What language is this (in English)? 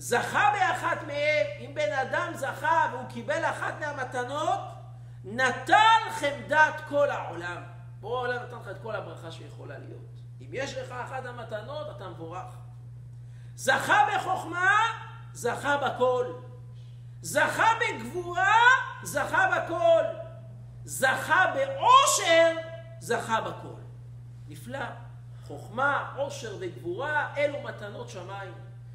Hebrew